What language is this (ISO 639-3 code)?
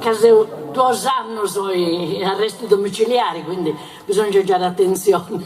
srd